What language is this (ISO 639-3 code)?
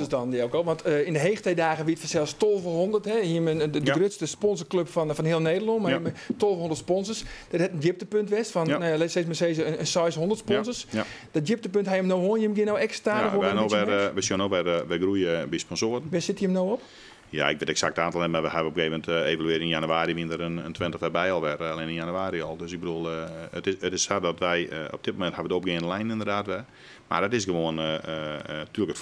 fry